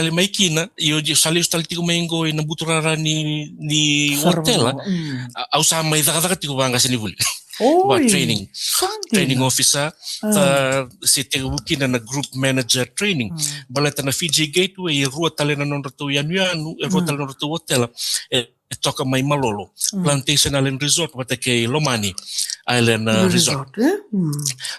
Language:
Fijian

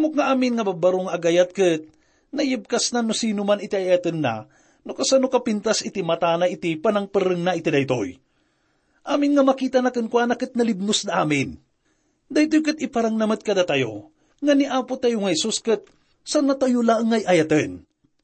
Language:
Iloko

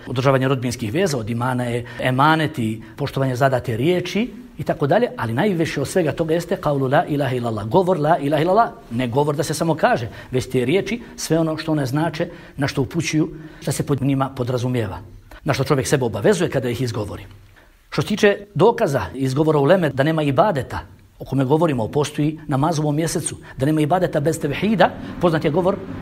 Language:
Bosnian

